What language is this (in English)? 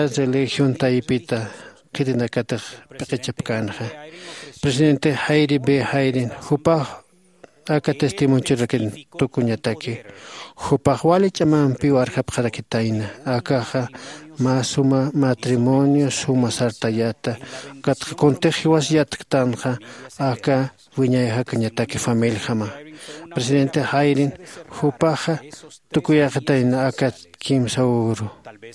Aymara